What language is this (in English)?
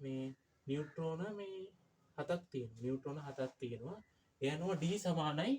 Sinhala